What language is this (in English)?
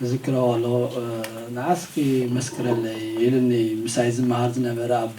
Tigrinya